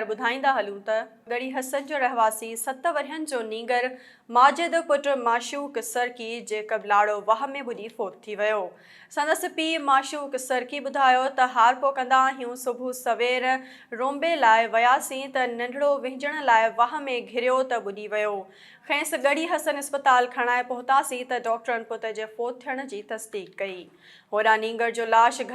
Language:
Sindhi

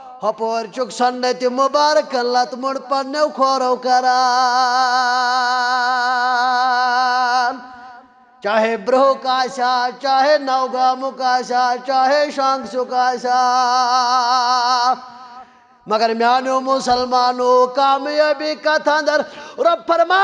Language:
Kashmiri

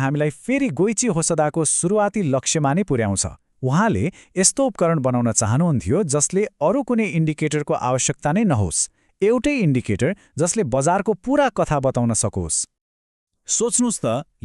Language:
Nepali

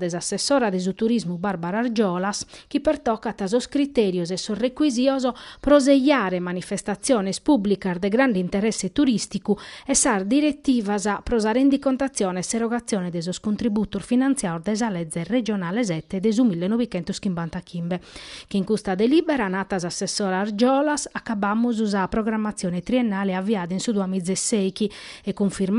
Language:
Sardinian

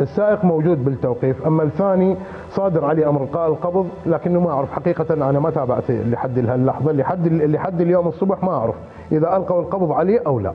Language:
Mesopotamian Arabic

